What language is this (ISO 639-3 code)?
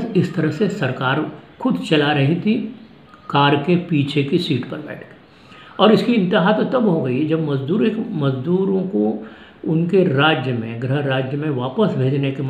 hin